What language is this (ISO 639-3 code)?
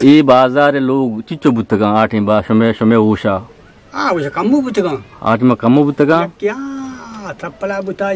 bgp